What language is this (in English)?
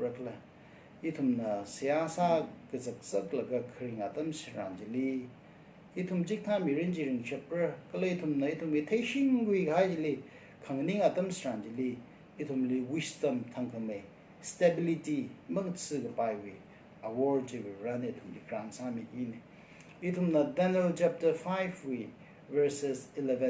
Tangkhul Naga (India)